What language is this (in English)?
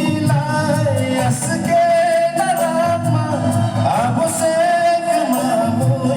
Kok Borok